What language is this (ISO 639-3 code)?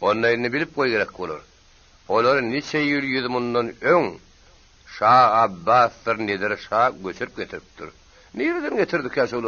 tuk